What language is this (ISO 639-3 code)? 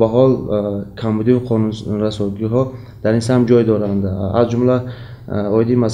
tgk